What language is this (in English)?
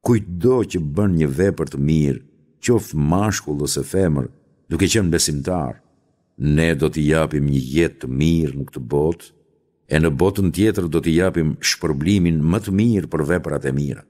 Albanian